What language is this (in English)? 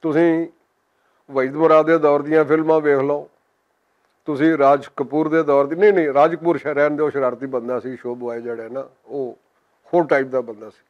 Western Panjabi